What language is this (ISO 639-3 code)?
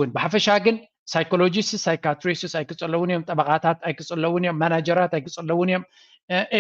tir